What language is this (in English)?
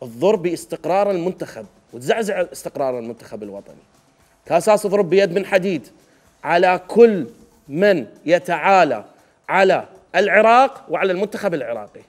Mesopotamian Arabic